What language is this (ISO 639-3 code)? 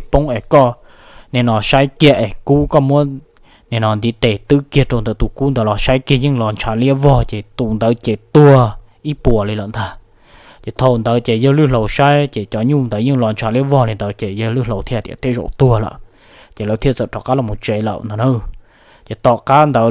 hmn